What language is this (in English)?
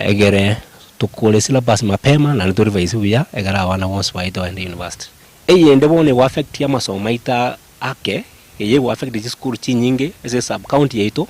Gusii